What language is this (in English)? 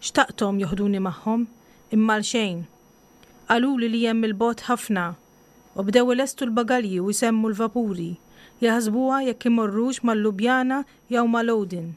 Maltese